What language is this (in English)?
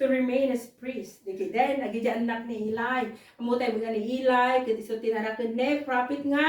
Iloko